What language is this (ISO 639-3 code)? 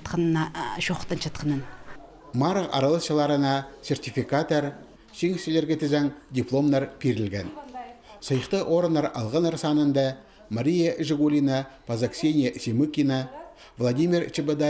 kjh